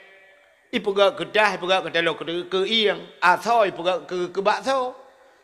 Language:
Achinese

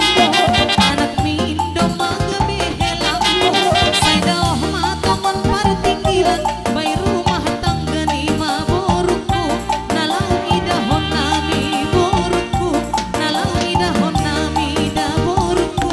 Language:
Batak Simalungun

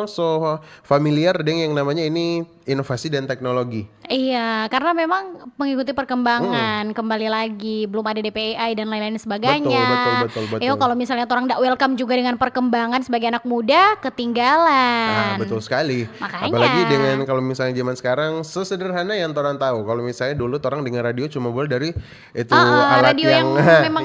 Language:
Manado Malay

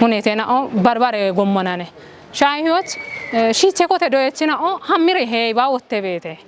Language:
Kafa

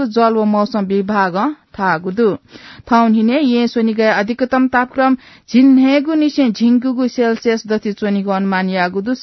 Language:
Newari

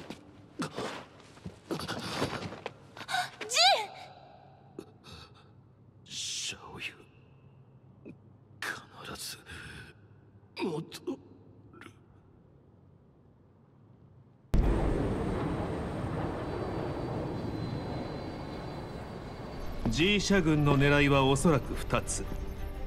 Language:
Japanese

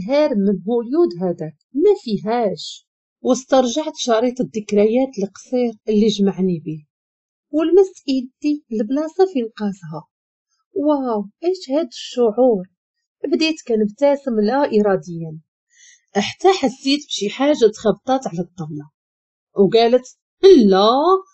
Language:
Moroccan Arabic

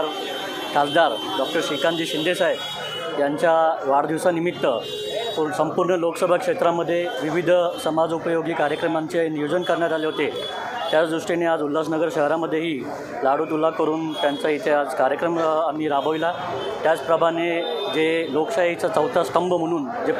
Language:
Marathi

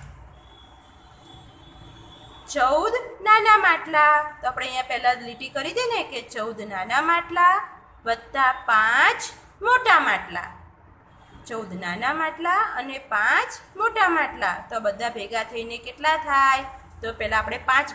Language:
Gujarati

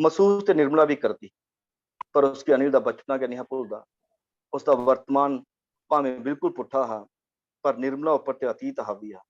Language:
Dogri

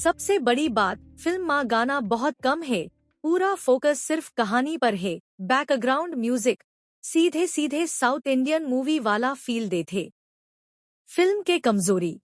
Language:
Chhattisgarhi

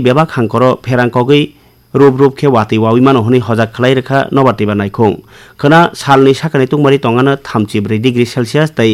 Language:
Kok Borok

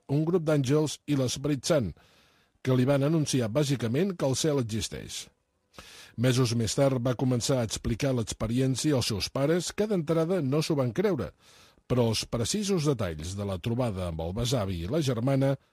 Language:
Catalan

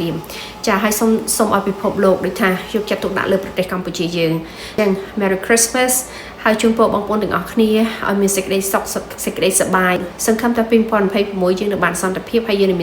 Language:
Khmer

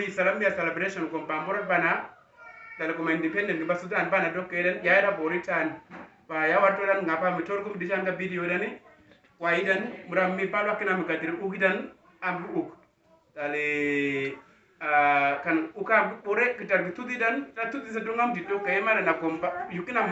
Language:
Uduk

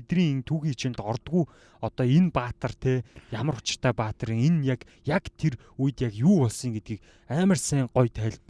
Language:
Mongolian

